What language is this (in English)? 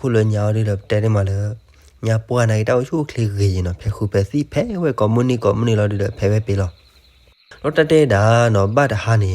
S'gaw Karen